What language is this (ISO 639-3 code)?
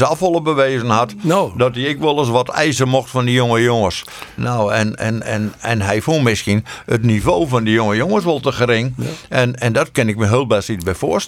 fry